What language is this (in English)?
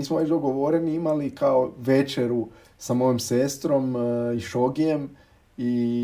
Croatian